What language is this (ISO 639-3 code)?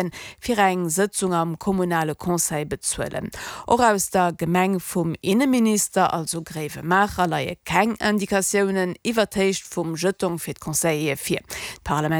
ltz